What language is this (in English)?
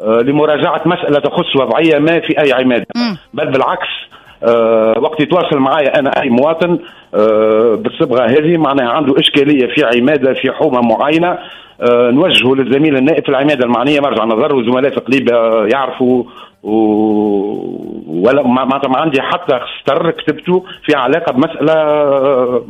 Tunisian Arabic